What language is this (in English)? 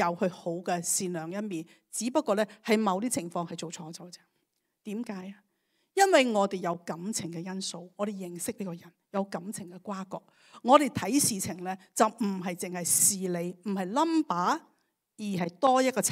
Cantonese